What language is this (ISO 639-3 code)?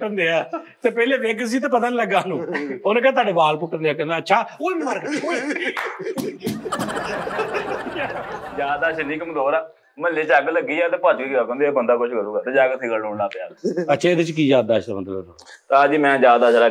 pan